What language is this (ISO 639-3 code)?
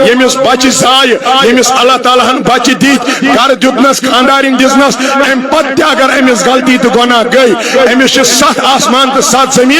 kas